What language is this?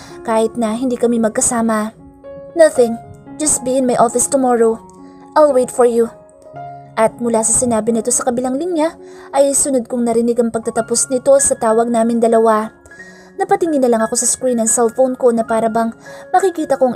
Filipino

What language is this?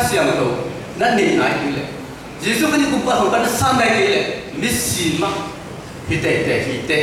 Tedim Chin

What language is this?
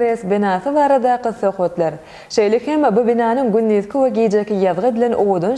Turkmen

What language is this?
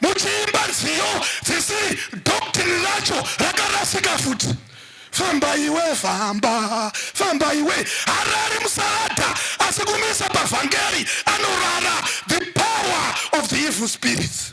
Shona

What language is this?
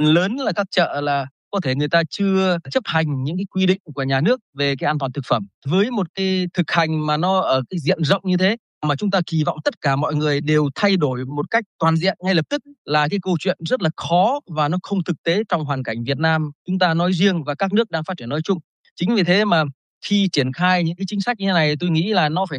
Vietnamese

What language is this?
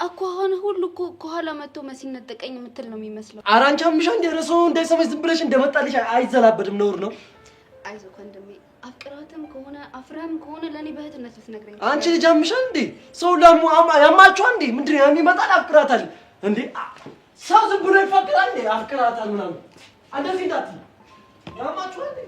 Amharic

